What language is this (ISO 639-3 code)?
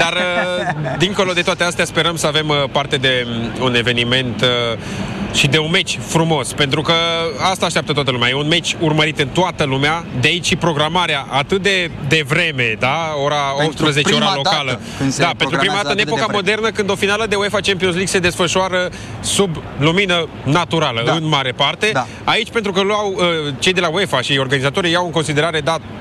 ron